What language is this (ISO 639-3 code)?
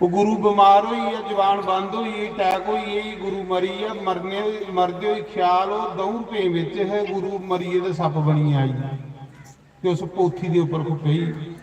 doi